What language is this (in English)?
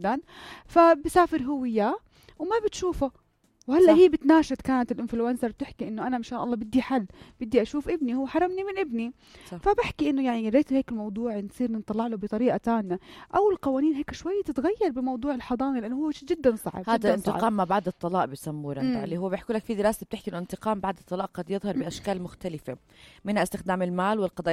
North Levantine Arabic